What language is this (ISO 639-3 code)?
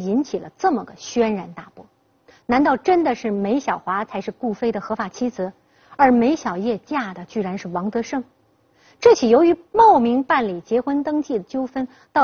zho